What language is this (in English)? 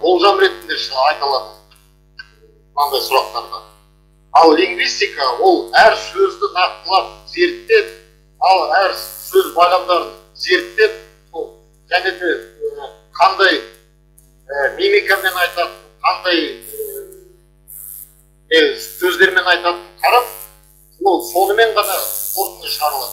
Kazakh